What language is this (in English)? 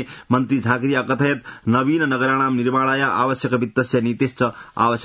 Sanskrit